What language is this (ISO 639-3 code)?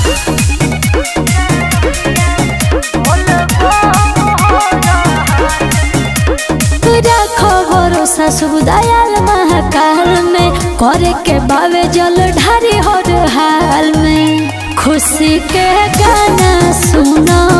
bho